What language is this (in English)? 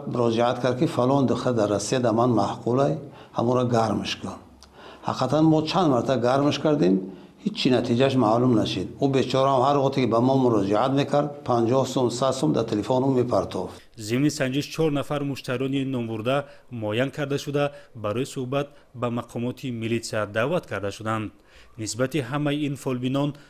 Tajik